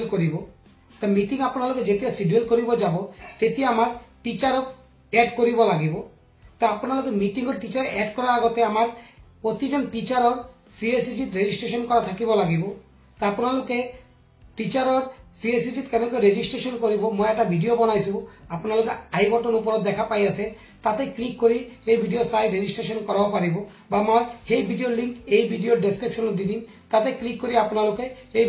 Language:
Assamese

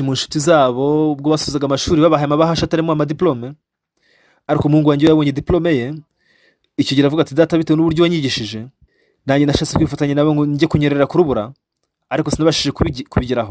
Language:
Kinyarwanda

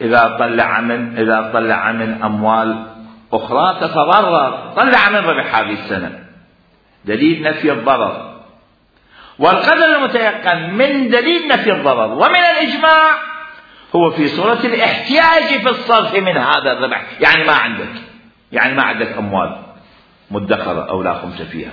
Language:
Mesopotamian Arabic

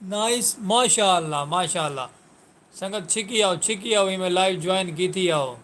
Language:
Saraiki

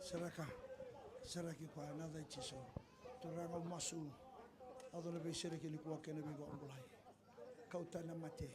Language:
Fijian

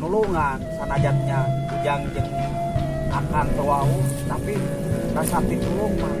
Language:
Sundanese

